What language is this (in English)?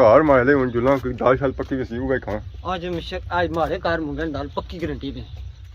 Pahari-Potwari